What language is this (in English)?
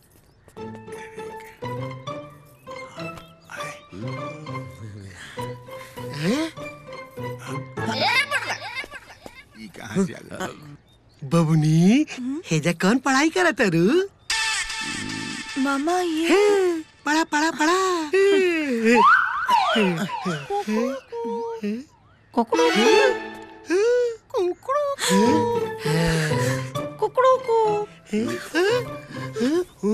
Bhojpuri